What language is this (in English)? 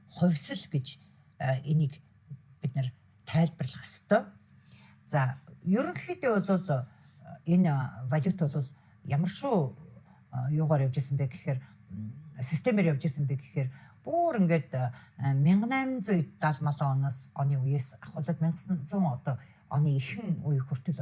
Mongolian